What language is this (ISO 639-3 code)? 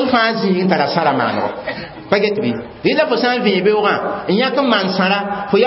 mos